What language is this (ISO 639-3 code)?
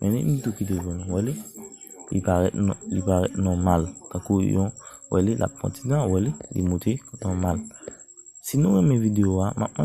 hat